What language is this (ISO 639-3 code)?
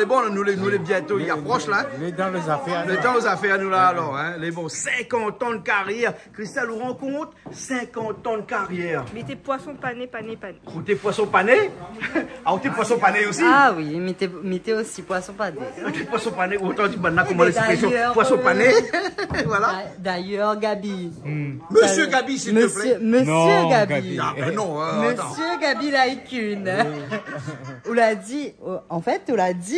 rcf